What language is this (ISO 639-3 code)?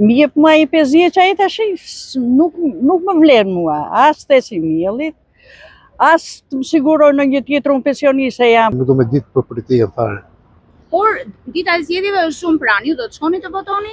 sqi